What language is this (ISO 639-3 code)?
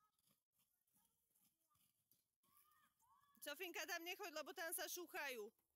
slk